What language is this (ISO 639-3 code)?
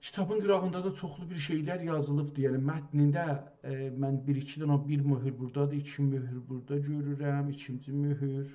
azb